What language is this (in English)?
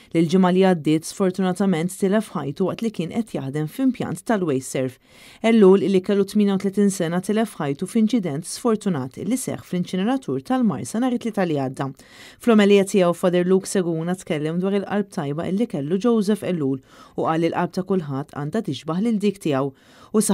Maltese